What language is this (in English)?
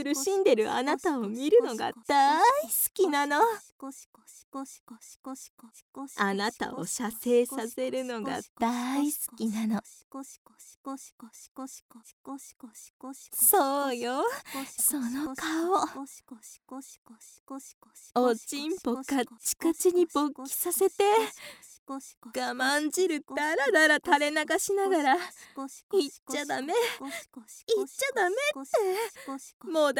Japanese